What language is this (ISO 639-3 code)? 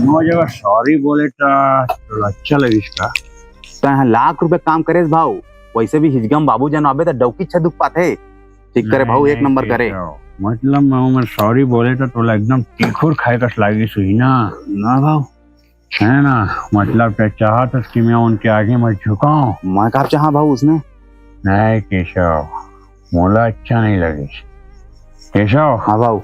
hne